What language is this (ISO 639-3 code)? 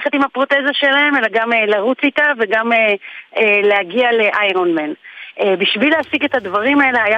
heb